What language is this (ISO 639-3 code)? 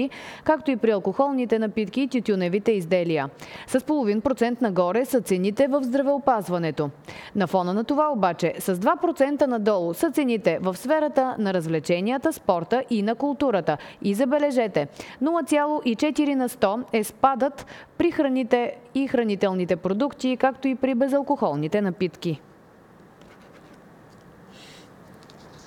bul